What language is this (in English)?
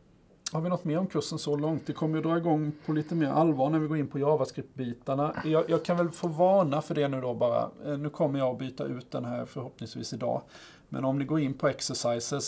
Swedish